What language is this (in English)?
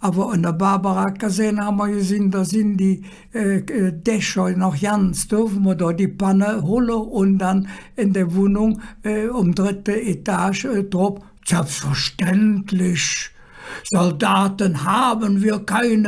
Colognian